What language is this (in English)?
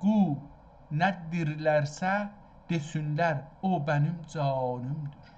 South Azerbaijani